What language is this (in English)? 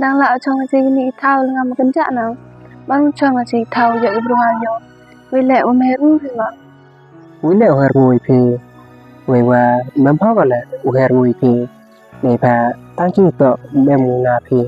Khasi